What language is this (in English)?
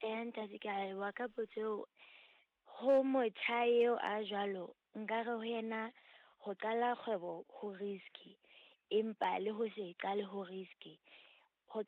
Southern Sotho